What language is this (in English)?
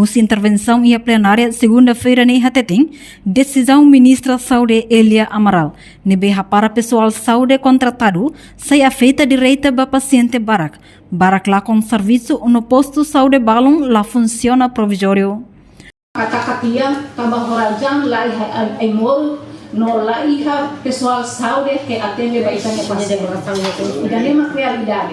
Tetum